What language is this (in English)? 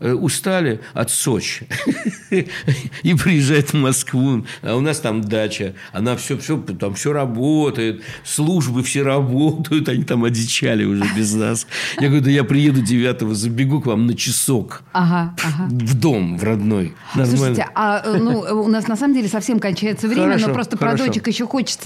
Russian